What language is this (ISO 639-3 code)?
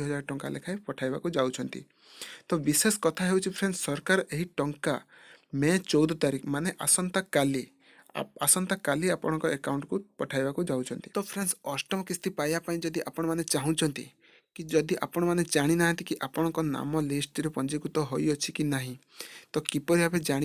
ori